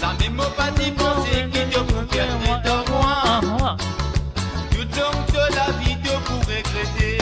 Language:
Morisyen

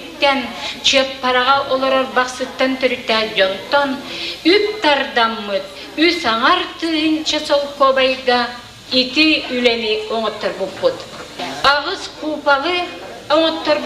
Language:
Yakut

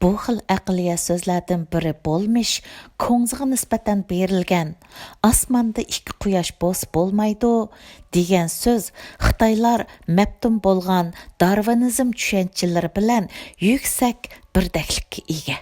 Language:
Uyghur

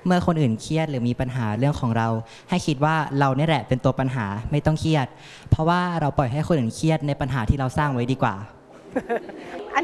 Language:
Thai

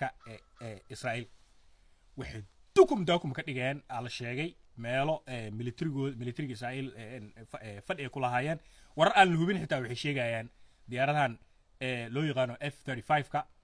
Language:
Somali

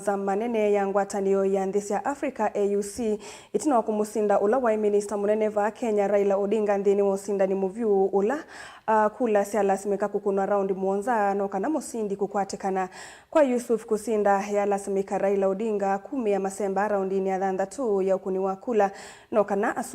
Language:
Kamba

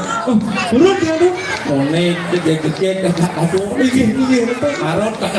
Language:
Balinese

